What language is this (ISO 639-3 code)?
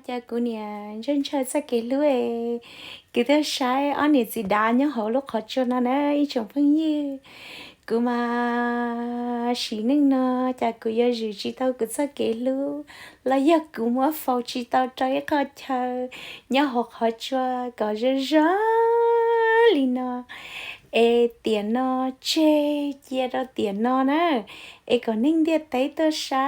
hmn